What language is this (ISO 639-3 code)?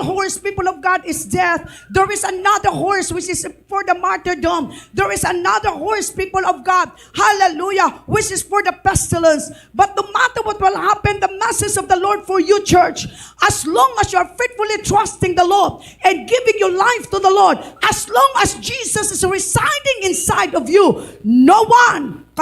hil